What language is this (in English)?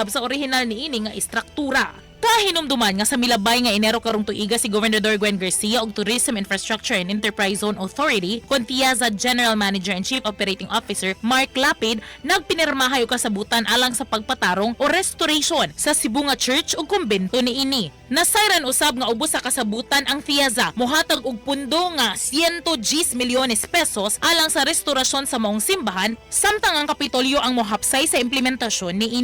Cebuano